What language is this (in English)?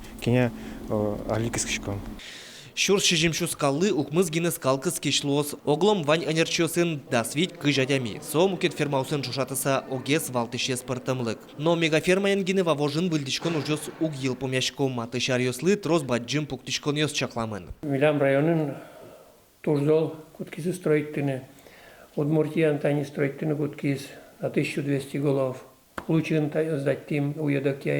Udmurt